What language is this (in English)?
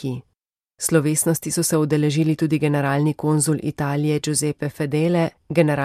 Slovenian